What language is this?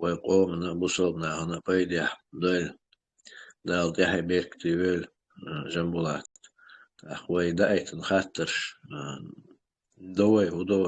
Chechen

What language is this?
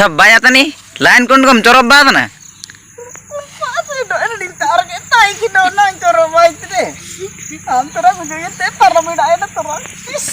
Ho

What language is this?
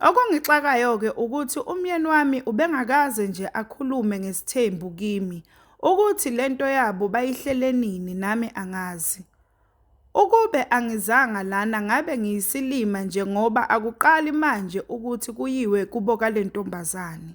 Zulu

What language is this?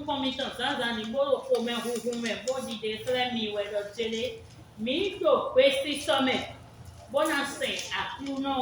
Fon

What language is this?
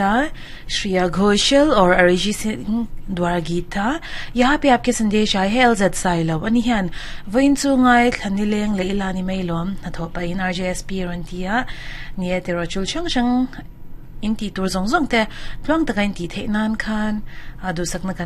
Mizo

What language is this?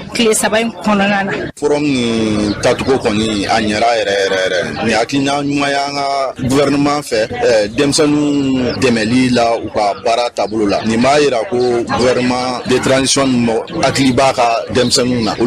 Bambara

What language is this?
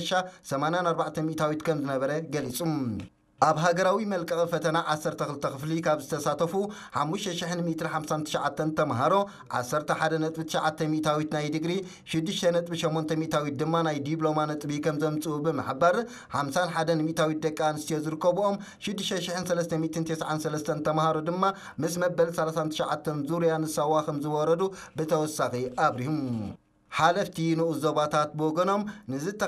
Tigrinya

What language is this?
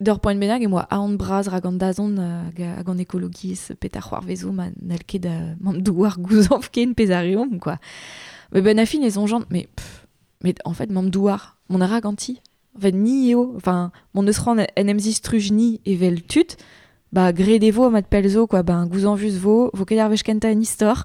Breton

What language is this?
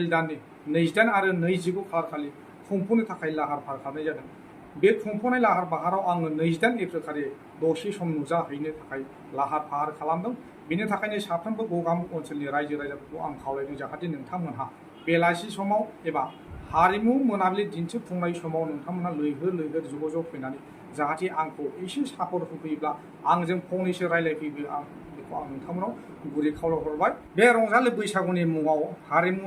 Bodo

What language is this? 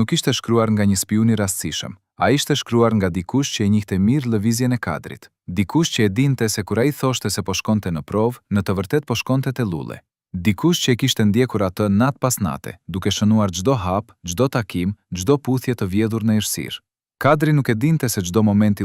Albanian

